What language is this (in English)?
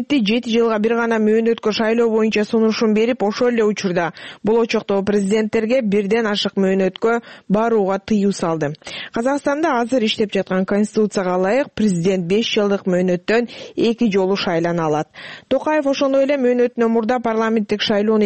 Kyrgyz